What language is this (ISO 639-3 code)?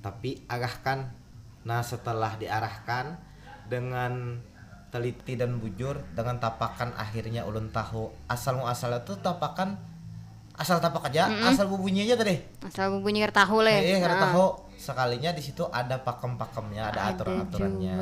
bjn